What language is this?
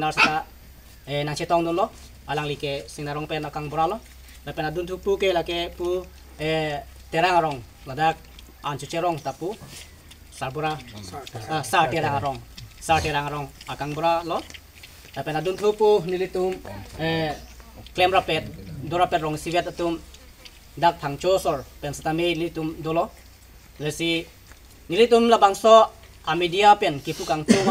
Karbi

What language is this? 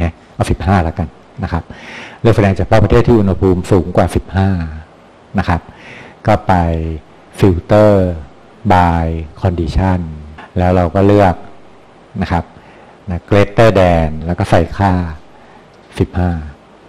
Thai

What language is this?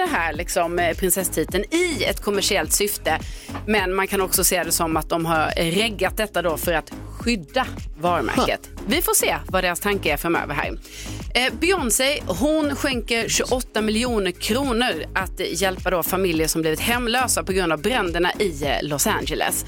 Swedish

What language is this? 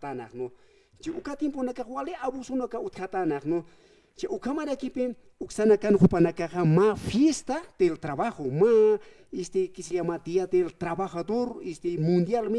Aymara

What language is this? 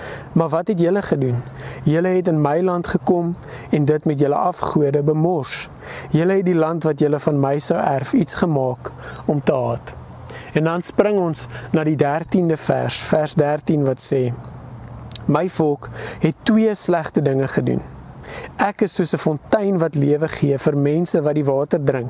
Afrikaans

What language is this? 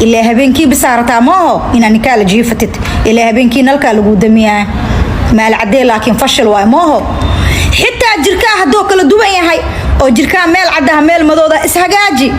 Somali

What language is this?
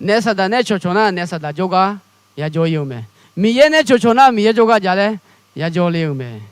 Akha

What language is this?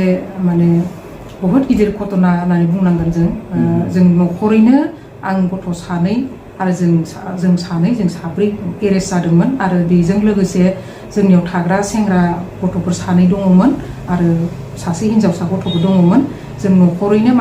Bodo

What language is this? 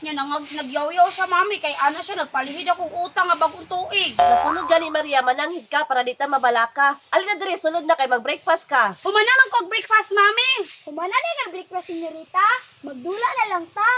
Cebuano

